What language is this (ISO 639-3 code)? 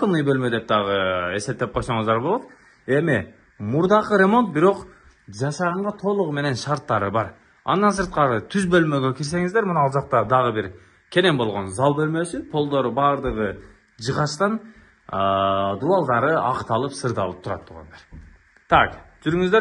kir